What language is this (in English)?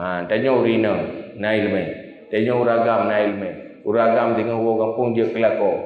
Achinese